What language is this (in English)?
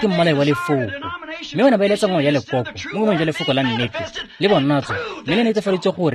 Tswana